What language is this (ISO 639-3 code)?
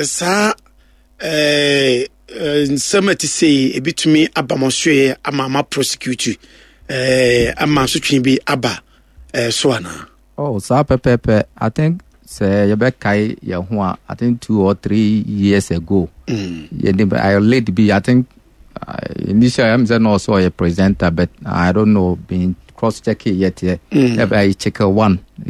aka